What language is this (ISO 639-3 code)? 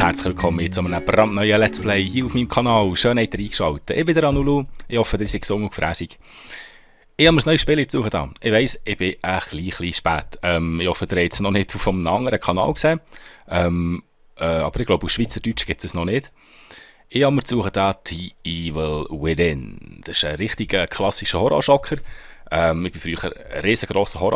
gsw